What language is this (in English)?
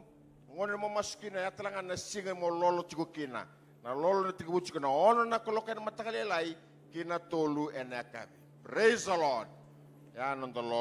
Fijian